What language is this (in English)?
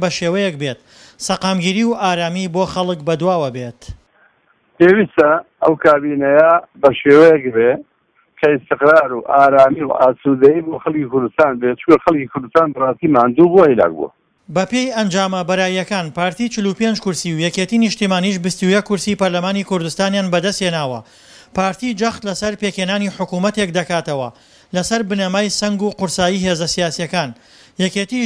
Central Kurdish